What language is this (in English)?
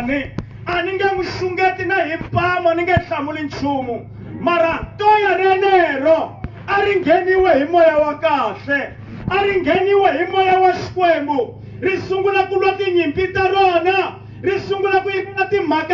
Tsonga